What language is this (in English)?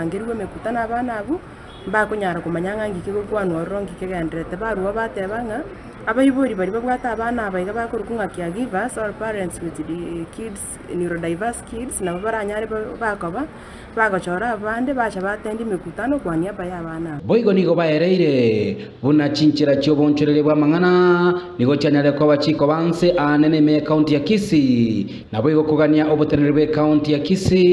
Gusii